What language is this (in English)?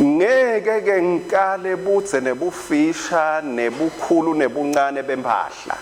Swati